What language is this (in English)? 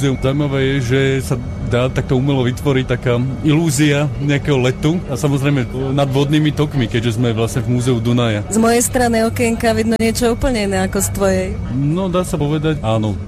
Slovak